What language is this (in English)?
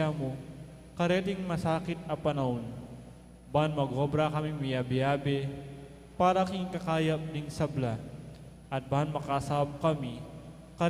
Pampanga